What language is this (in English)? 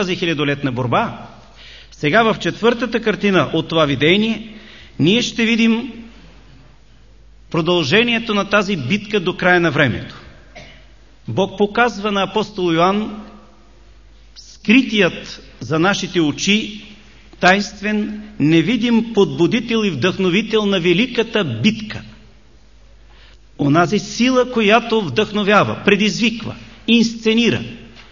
Bulgarian